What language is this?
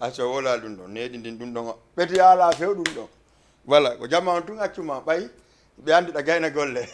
Fula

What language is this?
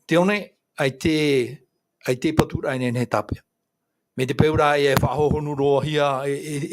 Tahitian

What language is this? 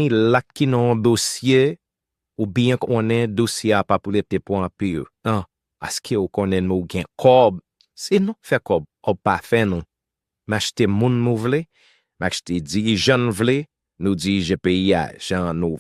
Haitian Creole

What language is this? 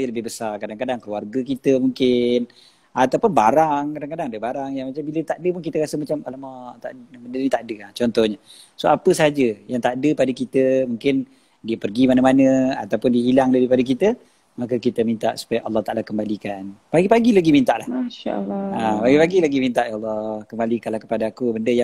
Malay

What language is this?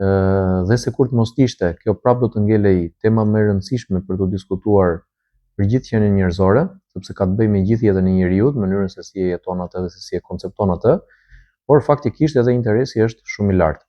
Albanian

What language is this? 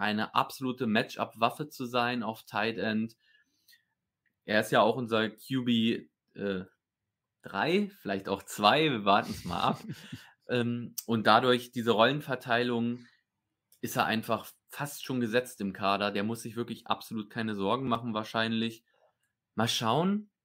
German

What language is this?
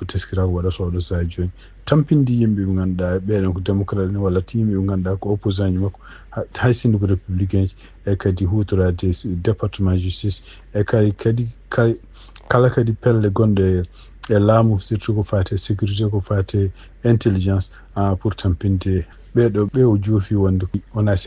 Fula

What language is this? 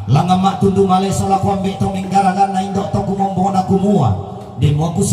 Toraja-Sa'dan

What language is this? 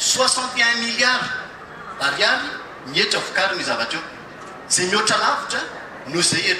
Malagasy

